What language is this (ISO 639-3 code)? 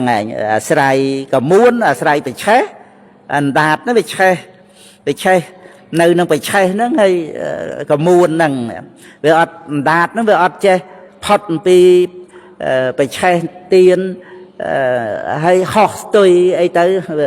khm